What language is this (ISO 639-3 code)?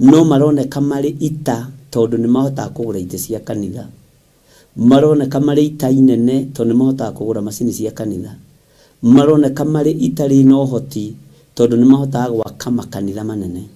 kik